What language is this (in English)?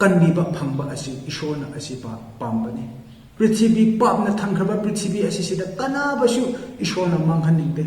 Manipuri